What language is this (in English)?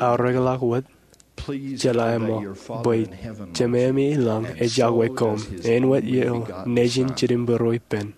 Marshallese